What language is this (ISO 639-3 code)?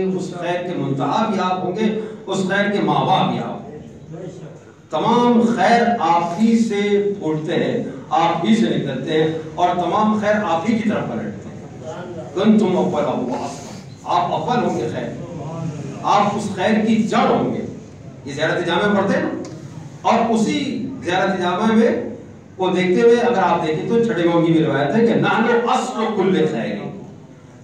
urd